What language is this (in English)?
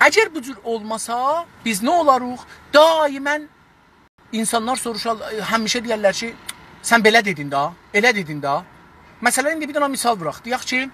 South Azerbaijani